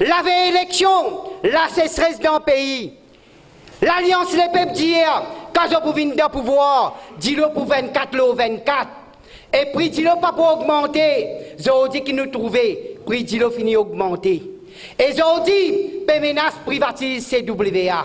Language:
Morisyen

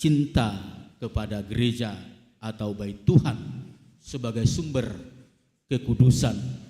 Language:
Batak Toba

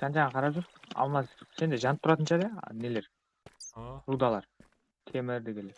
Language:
Kara-Kalpak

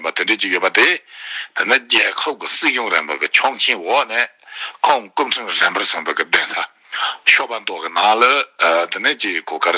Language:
Tibetan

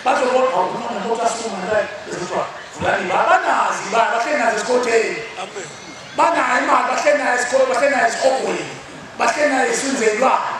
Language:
Zulu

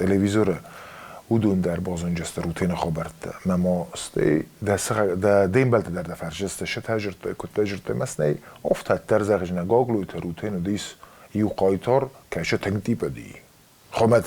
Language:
Ossetic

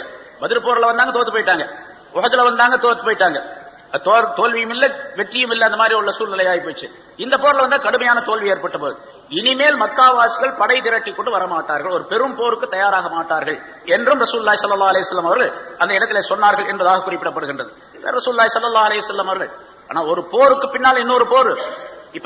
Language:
Tamil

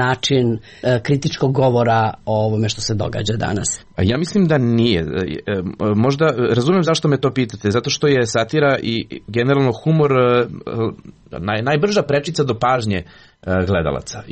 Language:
Serbian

